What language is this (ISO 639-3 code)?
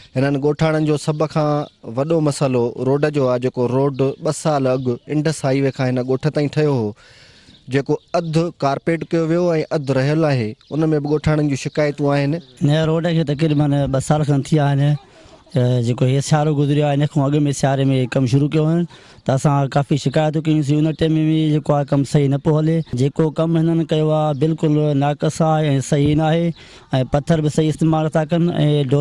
snd